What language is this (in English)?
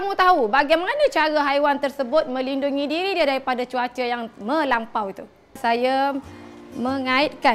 Malay